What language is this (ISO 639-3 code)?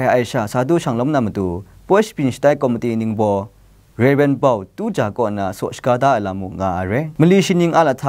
kac